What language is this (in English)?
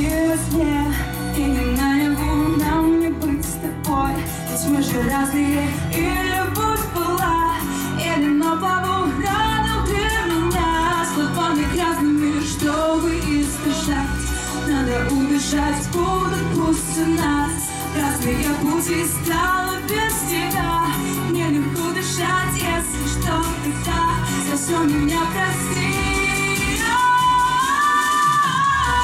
Russian